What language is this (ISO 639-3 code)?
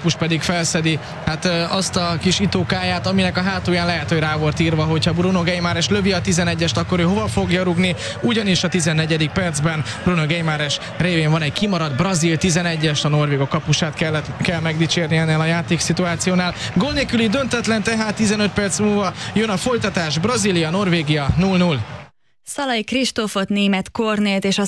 hun